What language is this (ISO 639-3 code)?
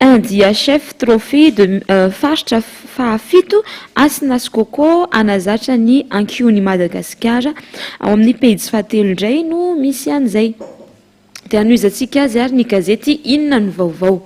mlg